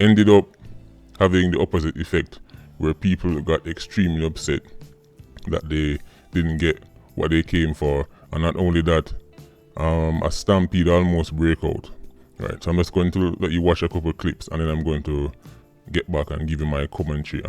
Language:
Jamaican Creole English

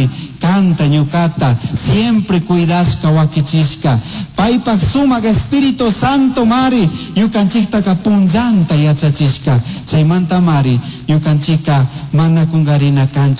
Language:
Chimborazo Highland Quichua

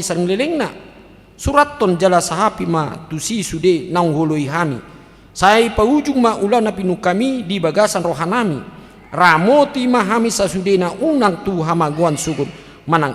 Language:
Batak Toba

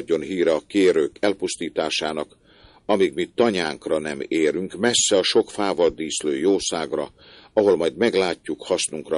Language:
Hungarian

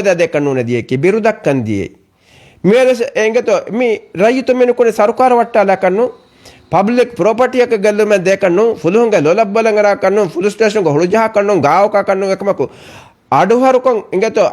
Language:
Divehi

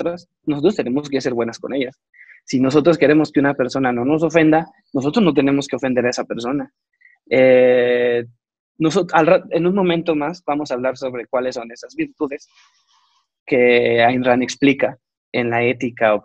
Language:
Spanish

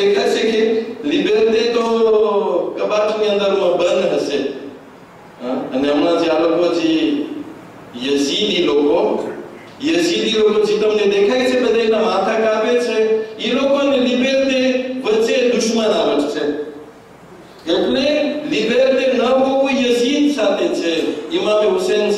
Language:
Gujarati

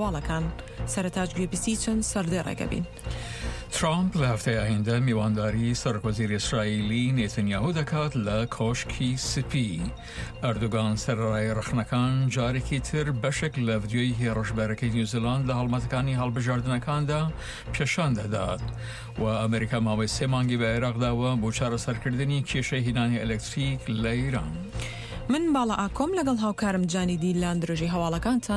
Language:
Central Kurdish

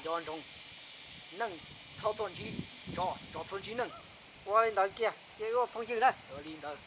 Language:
Hmong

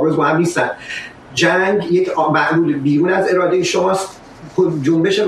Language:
Persian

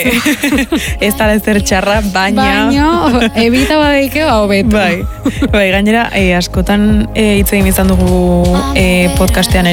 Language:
Basque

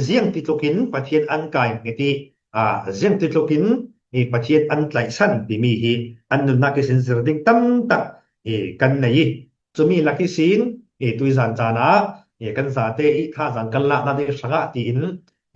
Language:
Falam Chin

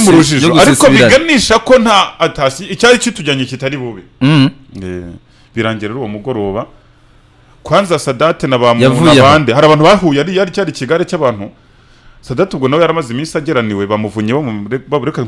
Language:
Kinyarwanda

